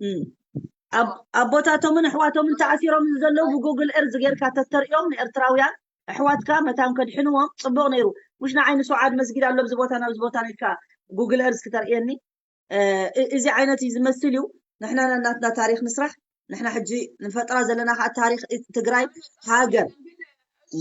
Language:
Tigrinya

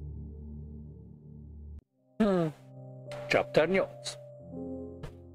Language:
Hungarian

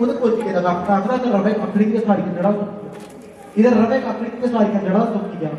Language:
Dogri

